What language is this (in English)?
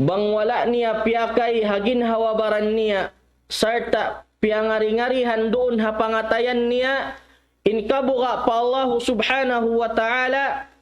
Tausug